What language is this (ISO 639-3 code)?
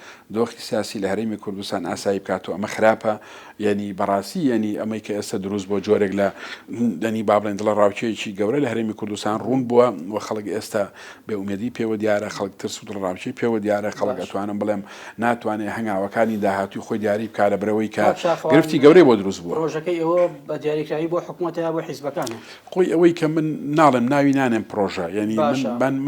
ckb